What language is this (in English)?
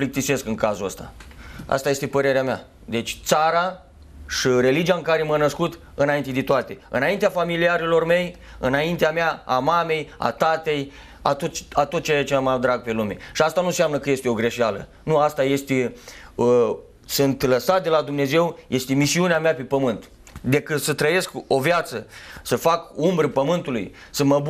Romanian